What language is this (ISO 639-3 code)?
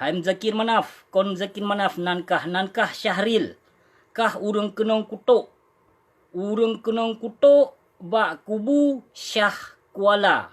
ace